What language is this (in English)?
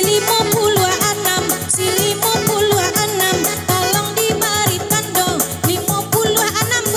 Minangkabau